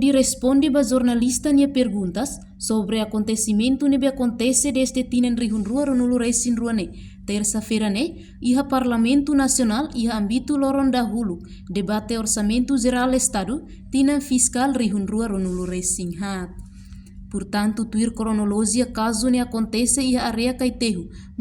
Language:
Tetum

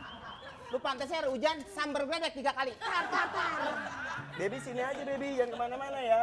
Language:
Betawi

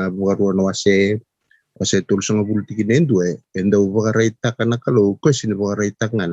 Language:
Fijian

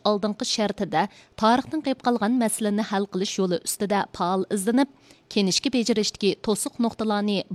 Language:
Uyghur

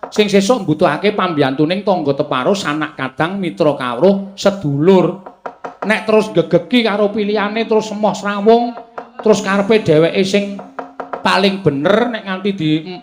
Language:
Javanese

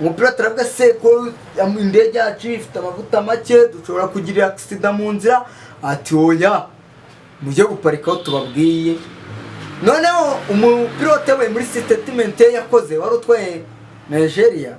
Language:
Kinyarwanda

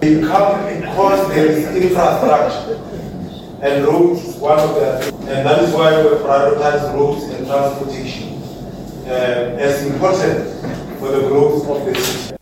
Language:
Northern Sotho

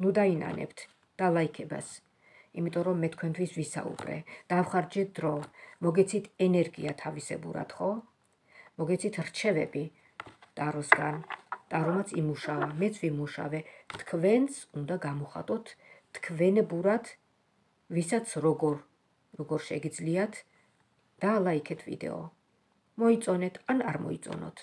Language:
Georgian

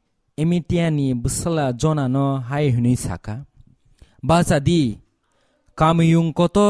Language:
Kok Borok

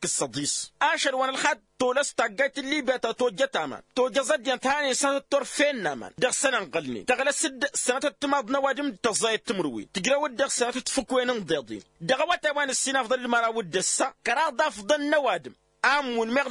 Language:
Tamasheq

